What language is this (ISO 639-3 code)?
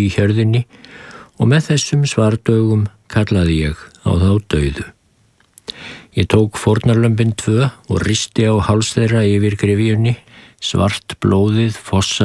isl